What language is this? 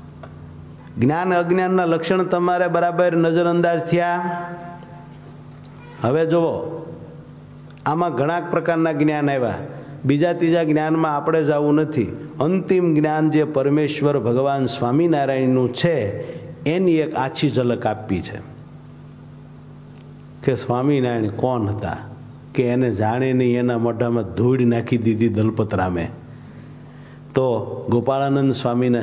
Gujarati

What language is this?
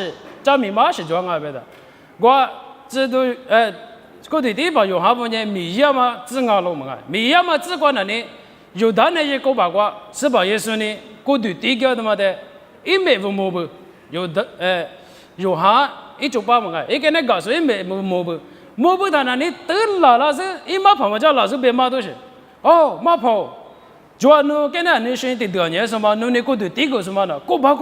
Lisu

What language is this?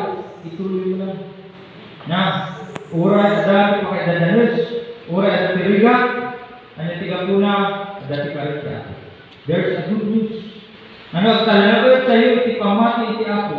Iloko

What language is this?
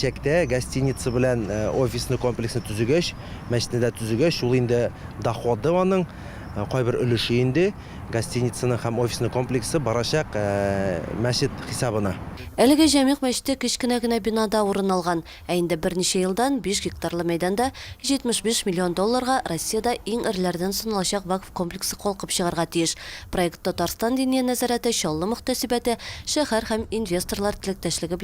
Tatar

